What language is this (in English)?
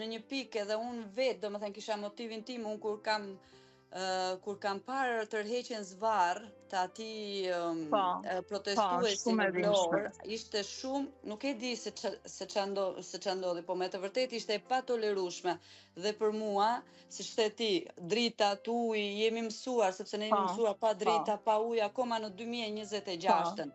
Albanian